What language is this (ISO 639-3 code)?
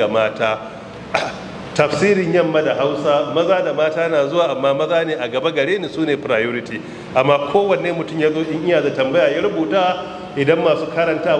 hau